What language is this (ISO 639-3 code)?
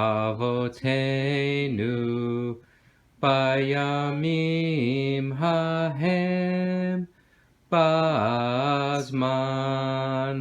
yid